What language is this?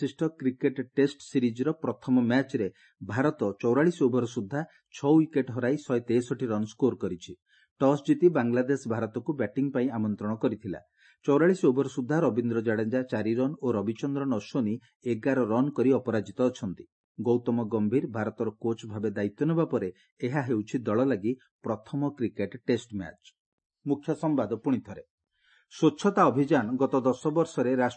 Odia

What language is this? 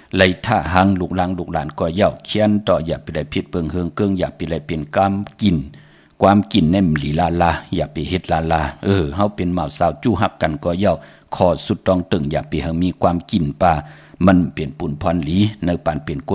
Shan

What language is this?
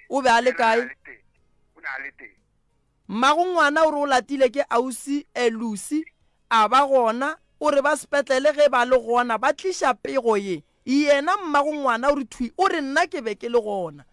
Northern Sotho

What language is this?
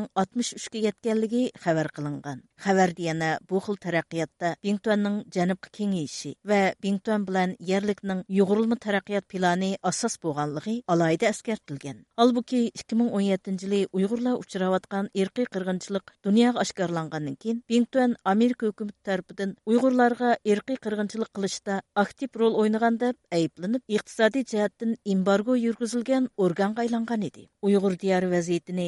Uyghur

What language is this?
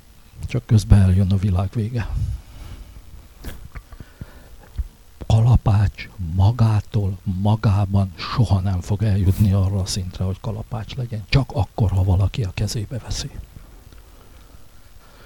Hungarian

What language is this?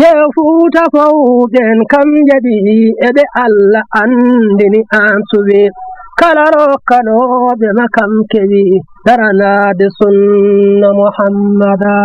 Fula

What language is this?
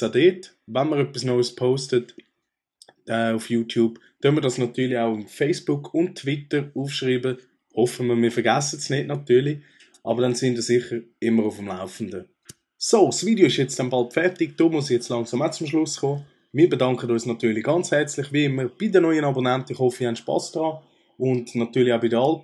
Swiss German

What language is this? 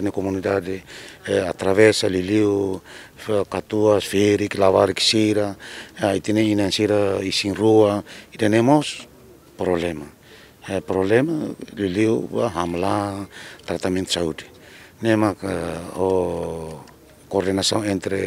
Tetum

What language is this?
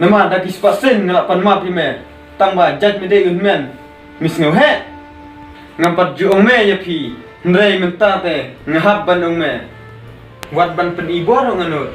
Khasi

